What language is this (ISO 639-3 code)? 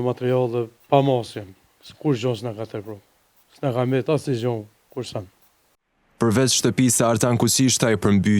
sqi